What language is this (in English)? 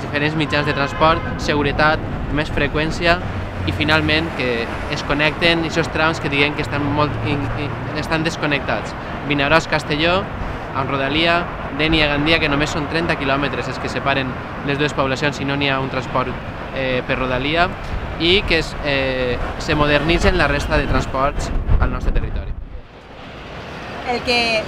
Catalan